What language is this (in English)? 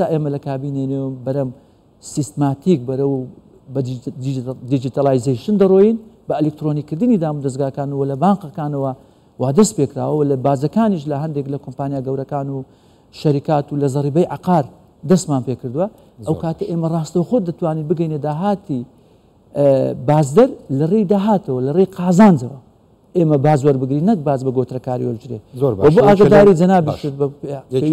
Central Kurdish